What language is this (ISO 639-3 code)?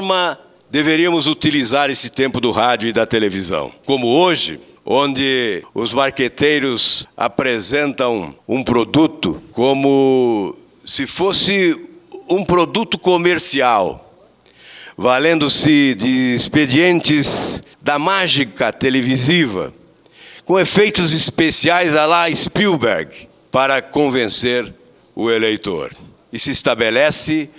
por